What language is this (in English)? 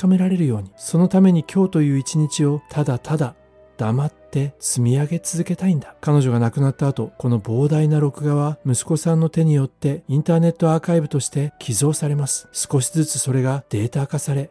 Japanese